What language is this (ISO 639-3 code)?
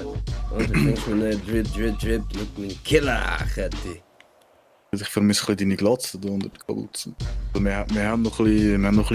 gsw